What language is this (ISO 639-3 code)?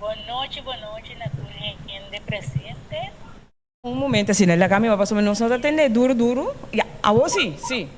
pap